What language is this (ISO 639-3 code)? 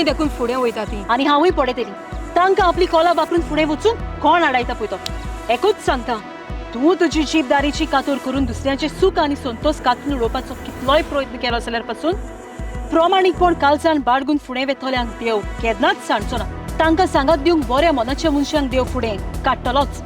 kok